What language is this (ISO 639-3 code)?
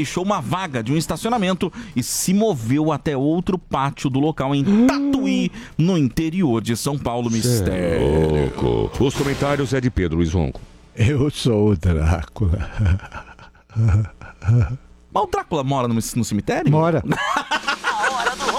por